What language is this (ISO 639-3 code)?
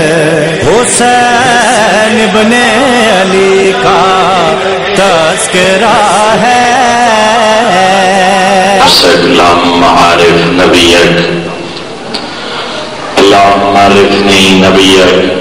urd